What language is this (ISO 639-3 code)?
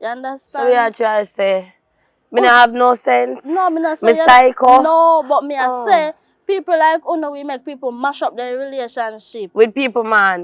jam